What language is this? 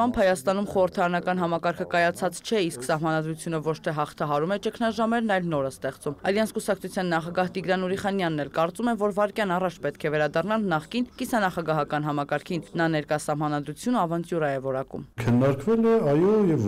Armenian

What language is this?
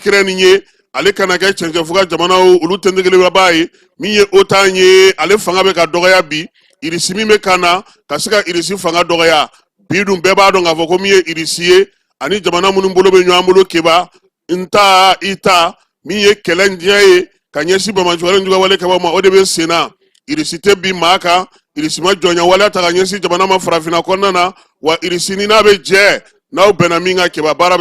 Bambara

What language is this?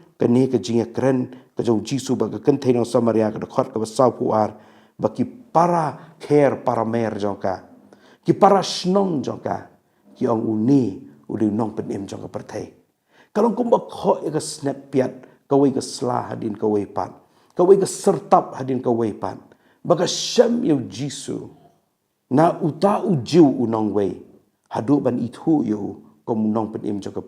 Khasi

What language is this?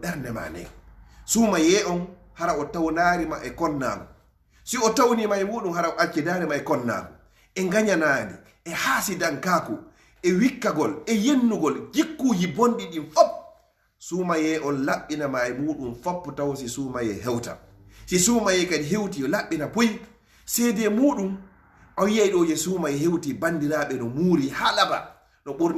Fula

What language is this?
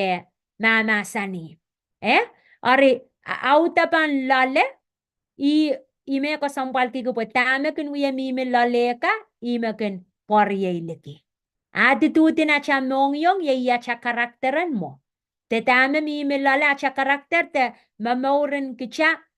Pohnpeian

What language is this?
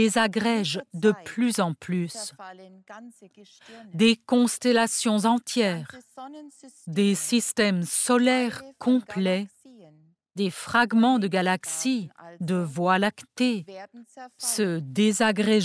French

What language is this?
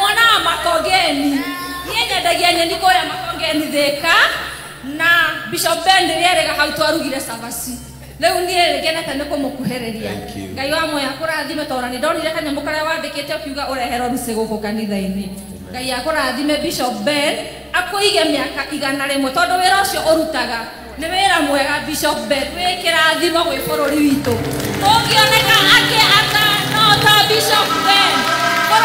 Kikuyu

